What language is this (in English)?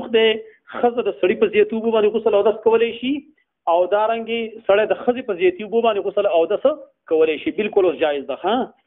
Pashto